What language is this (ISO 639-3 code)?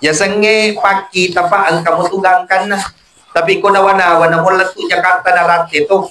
bug